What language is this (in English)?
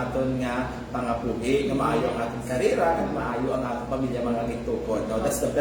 Hiligaynon